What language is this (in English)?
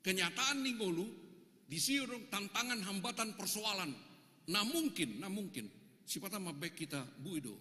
Batak Toba